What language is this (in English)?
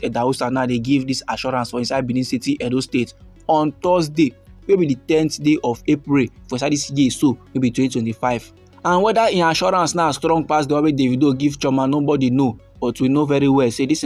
Nigerian Pidgin